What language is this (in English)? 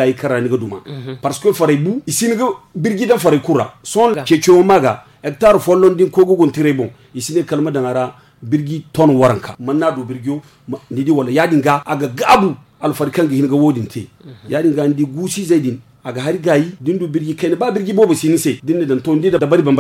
Zarma